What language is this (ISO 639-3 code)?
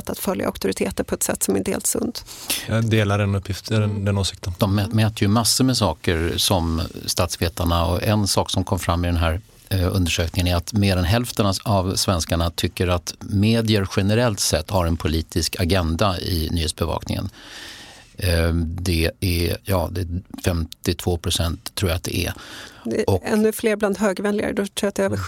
swe